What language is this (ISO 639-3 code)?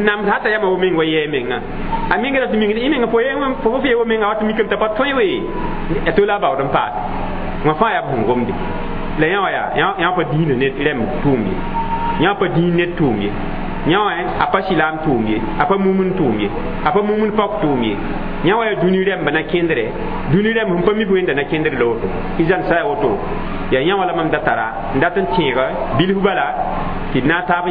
mos